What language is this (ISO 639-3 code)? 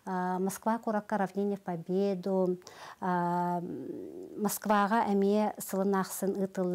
sah